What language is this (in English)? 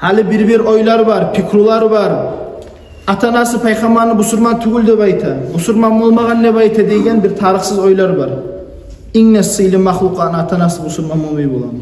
Kumyk